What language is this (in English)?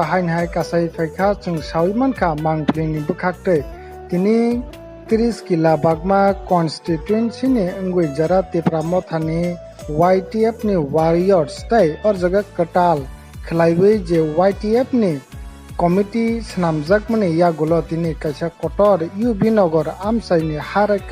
Kok Borok